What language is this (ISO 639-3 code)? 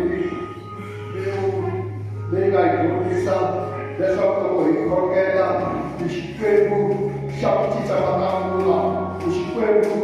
tso